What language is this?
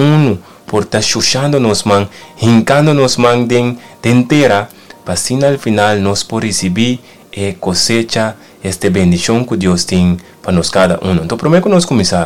Papiamento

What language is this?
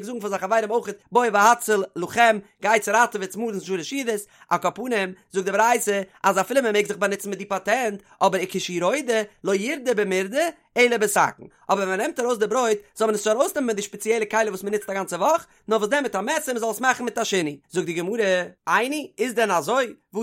Yiddish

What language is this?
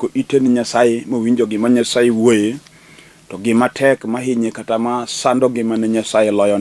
Luo (Kenya and Tanzania)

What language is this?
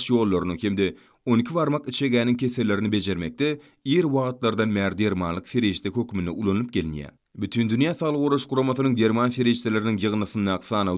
Turkmen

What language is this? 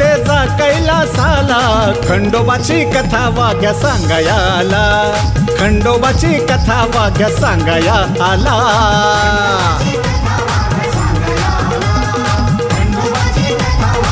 Marathi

